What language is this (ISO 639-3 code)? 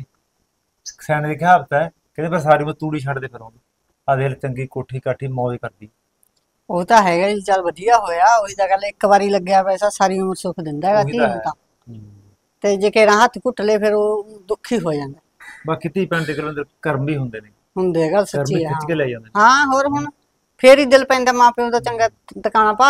pan